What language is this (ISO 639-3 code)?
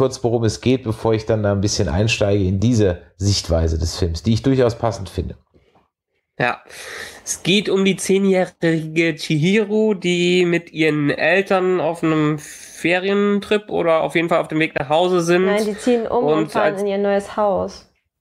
deu